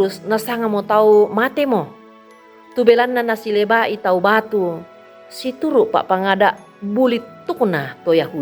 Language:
Toraja-Sa'dan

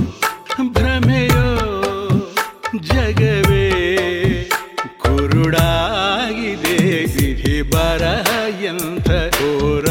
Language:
Kannada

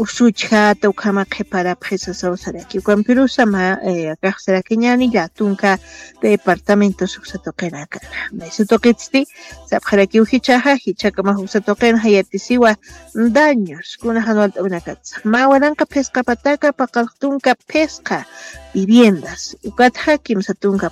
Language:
Aymara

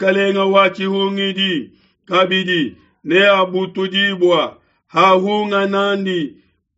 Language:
Luba-Lulua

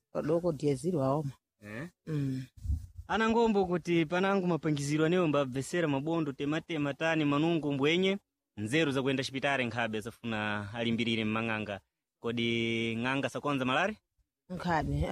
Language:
Sena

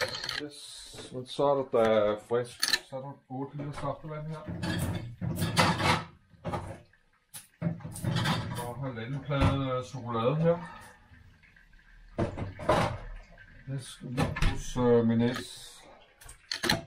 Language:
Danish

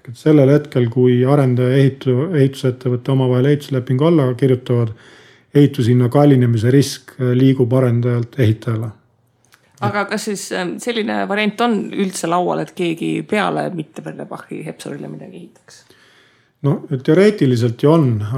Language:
Estonian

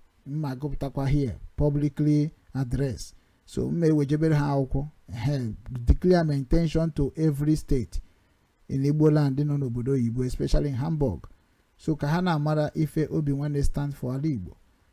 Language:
Igbo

